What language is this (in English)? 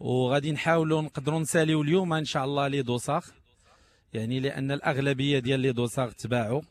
Moroccan Arabic